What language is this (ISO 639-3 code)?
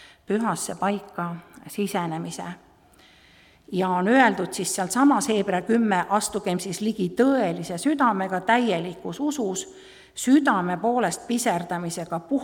est